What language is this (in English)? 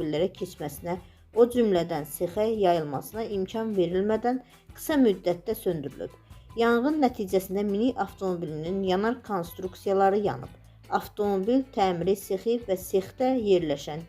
Azerbaijani